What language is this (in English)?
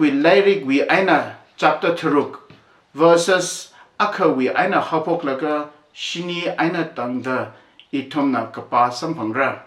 Tangkhul Naga (India)